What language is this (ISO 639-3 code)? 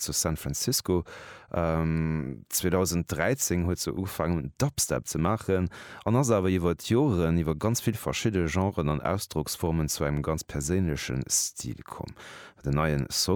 ltz